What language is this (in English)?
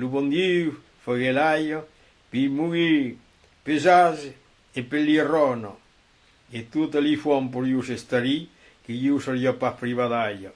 Occitan